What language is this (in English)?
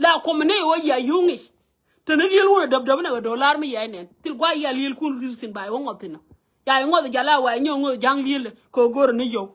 Nuer